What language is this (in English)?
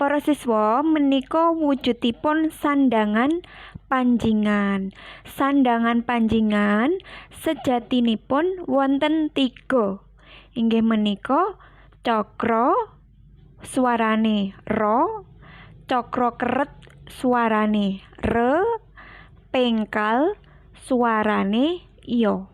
Javanese